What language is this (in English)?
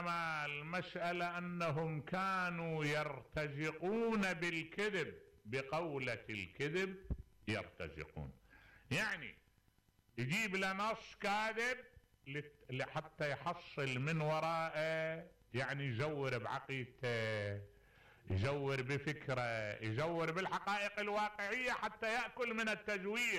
Mesopotamian Arabic